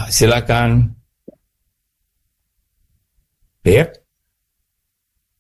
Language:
Indonesian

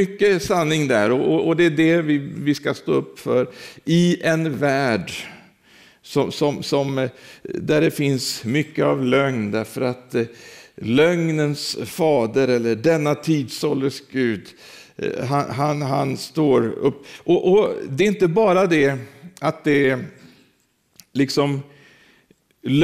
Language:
Swedish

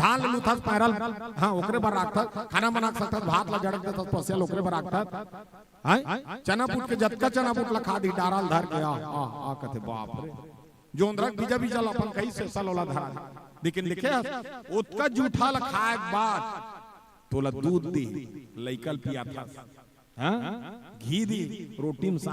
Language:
Chhattisgarhi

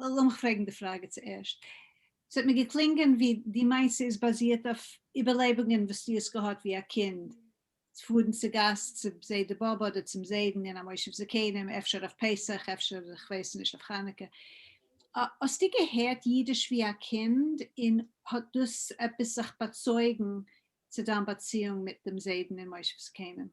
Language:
Yiddish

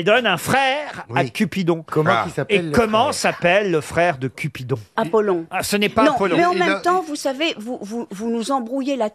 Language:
French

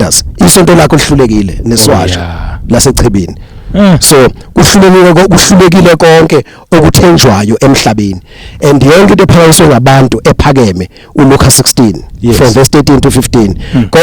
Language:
Zulu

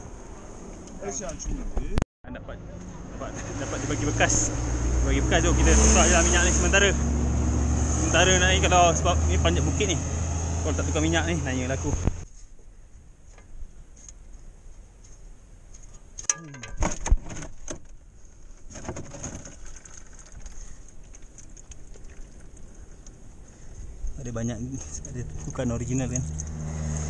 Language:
Malay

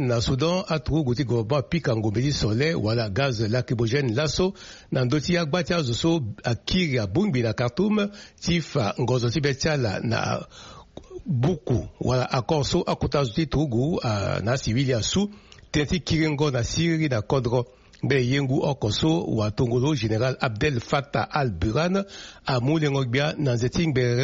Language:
Sango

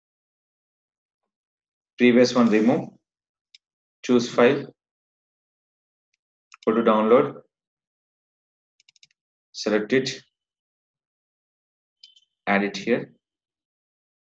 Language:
English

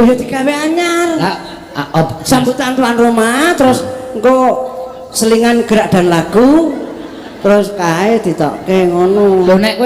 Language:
Javanese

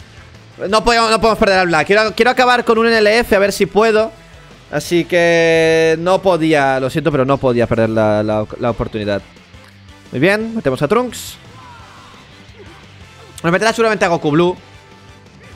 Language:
Spanish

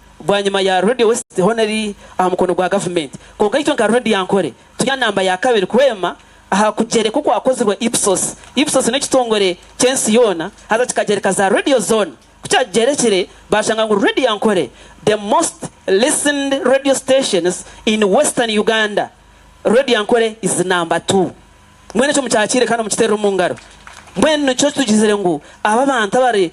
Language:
Nyankole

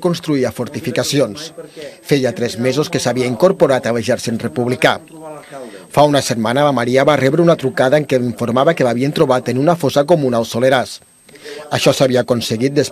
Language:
Catalan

